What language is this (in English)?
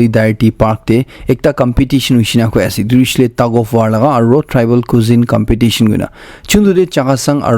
Naga Pidgin